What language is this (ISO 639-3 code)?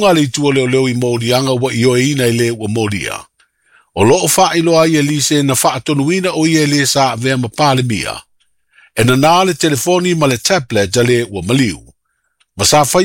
smo